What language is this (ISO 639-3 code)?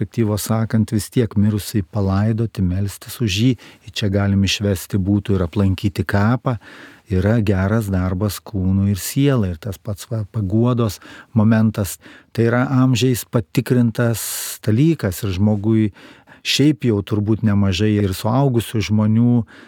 lit